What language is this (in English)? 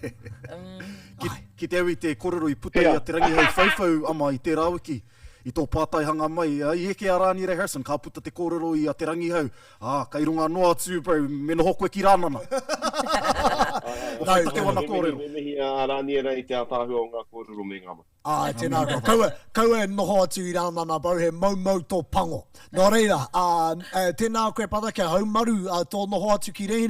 Māori